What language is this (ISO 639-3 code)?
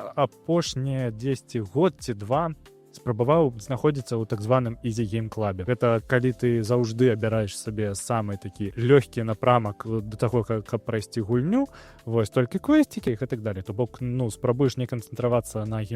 bel